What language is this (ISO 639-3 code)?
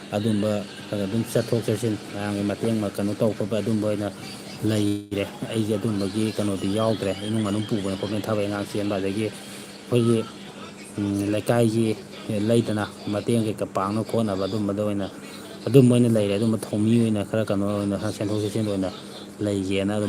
mni